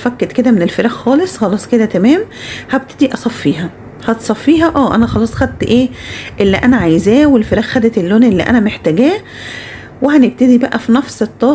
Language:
Egyptian Arabic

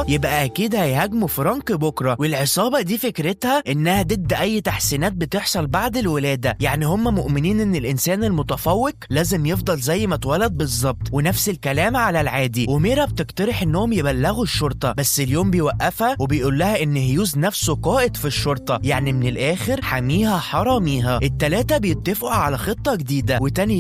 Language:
Egyptian Arabic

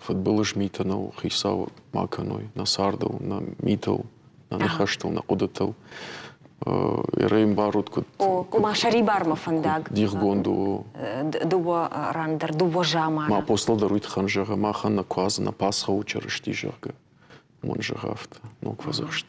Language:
Ossetic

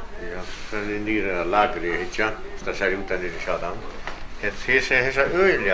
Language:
Faroese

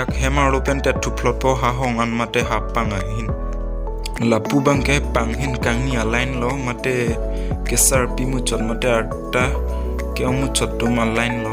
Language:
Karbi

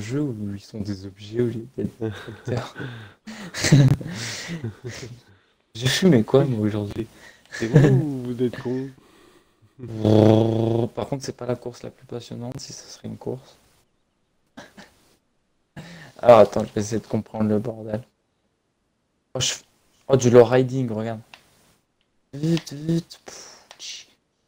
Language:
French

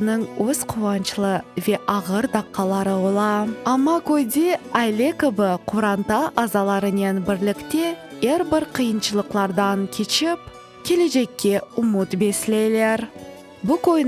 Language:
Crimean Tatar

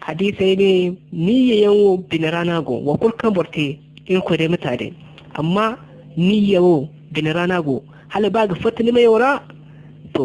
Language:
Zarma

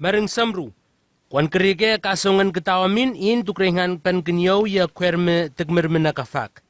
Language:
Southwest Tanna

